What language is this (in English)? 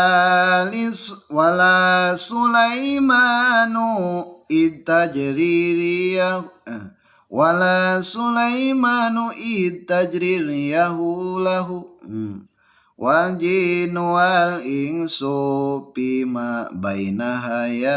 Sundanese